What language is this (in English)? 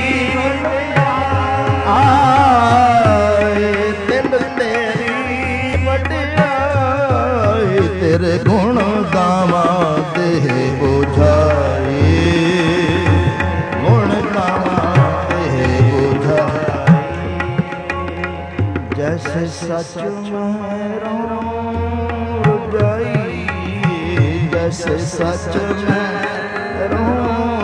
Punjabi